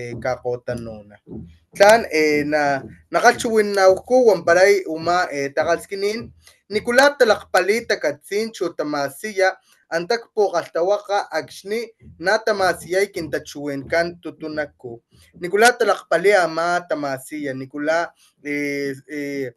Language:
Papantla Totonac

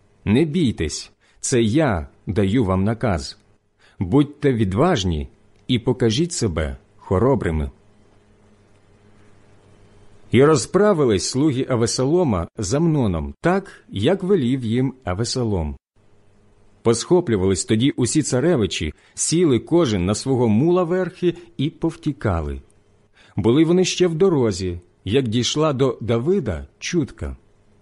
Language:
Ukrainian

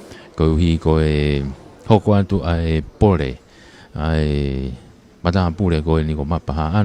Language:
Tongan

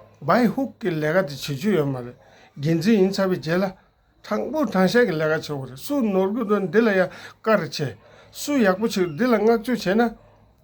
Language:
Tibetan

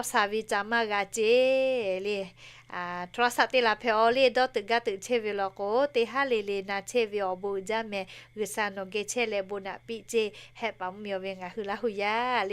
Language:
Lahu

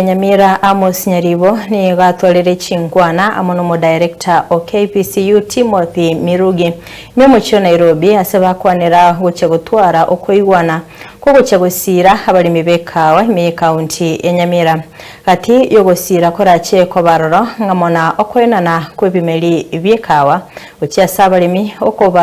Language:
Gusii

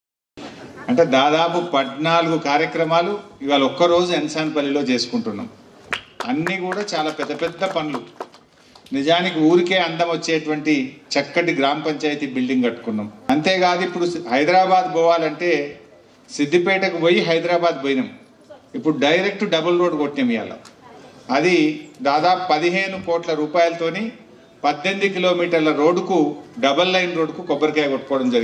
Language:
Telugu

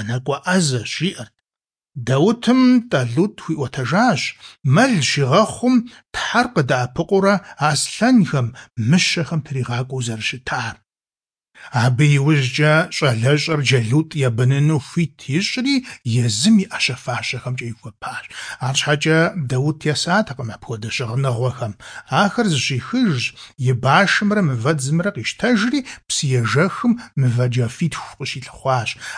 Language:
Kabardian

